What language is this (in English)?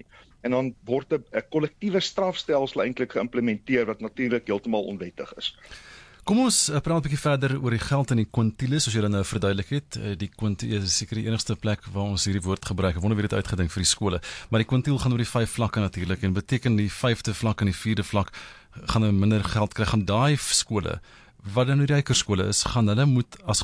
Afrikaans